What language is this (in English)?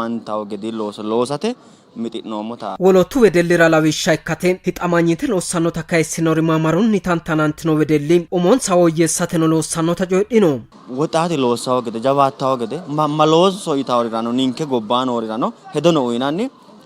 Sidamo